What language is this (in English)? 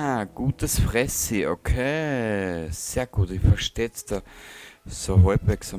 Bavarian